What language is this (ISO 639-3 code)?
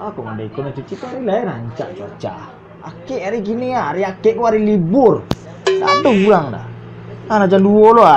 min